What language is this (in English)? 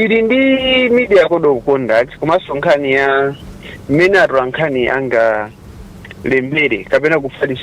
Nyanja